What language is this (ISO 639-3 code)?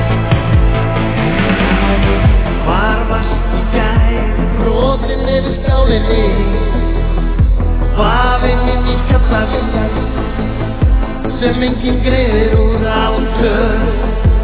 isl